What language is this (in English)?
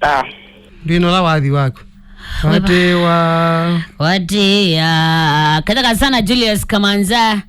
Kamba